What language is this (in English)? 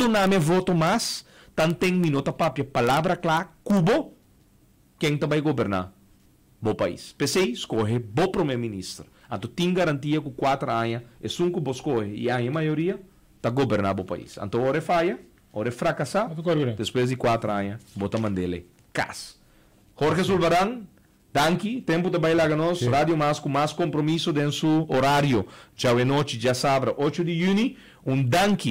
Papiamento